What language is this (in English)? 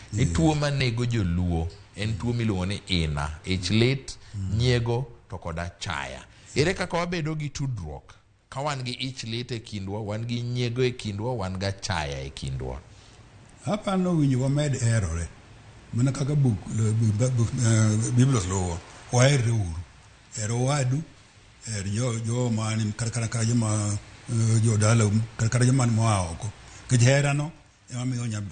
Luo (Kenya and Tanzania)